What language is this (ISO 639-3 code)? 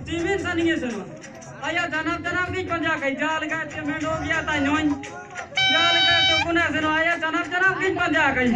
sat